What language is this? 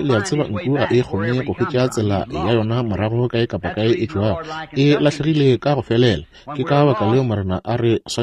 Northern Sotho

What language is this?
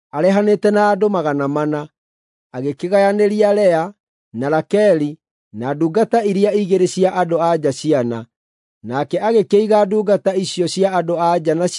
Kikuyu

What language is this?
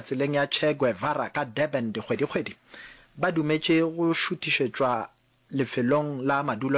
Northern Sotho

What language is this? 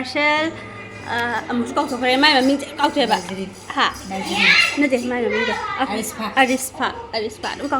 Manipuri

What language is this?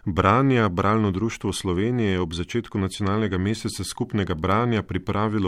Slovenian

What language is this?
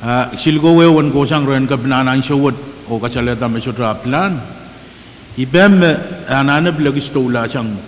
Pohnpeian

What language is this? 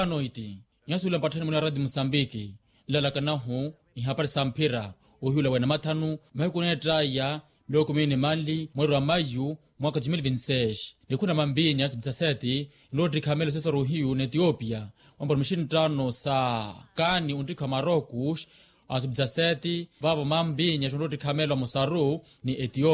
Makhuwa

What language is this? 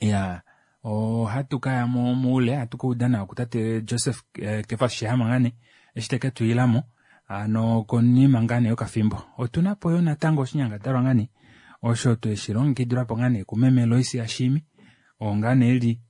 Kuanyama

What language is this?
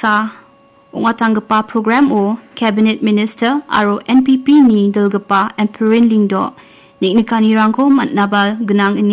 Garo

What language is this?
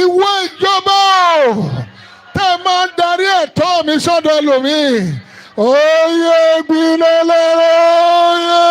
Yoruba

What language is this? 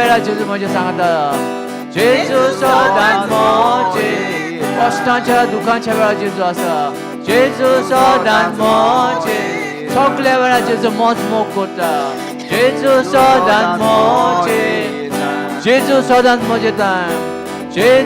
Konkani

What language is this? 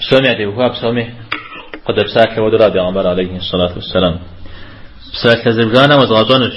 Kabardian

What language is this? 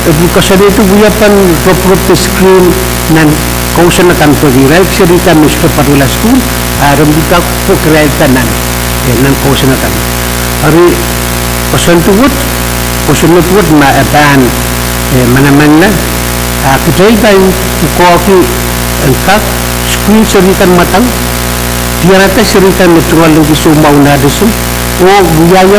Pohnpeian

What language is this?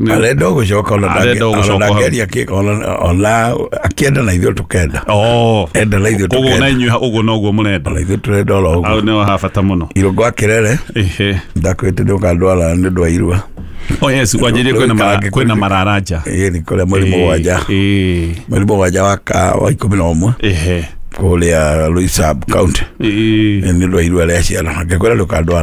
Kikuyu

